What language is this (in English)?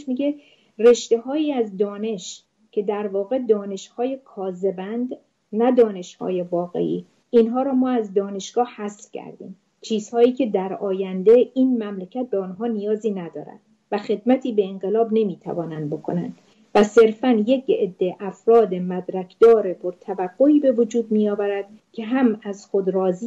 Persian